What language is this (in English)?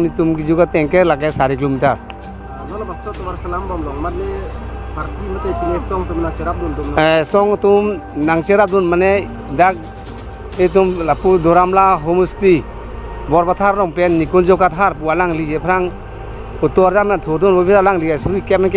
Karbi